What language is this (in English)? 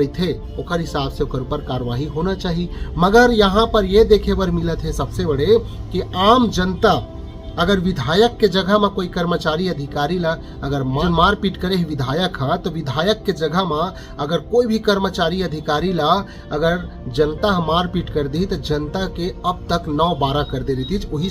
Chhattisgarhi